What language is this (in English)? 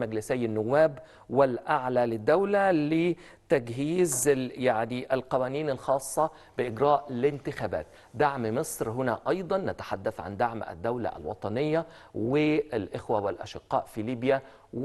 Egyptian Arabic